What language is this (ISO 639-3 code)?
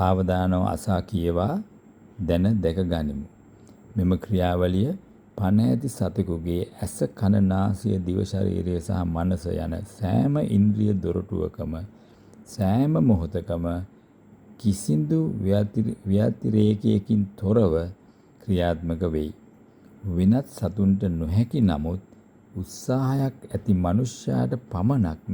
sin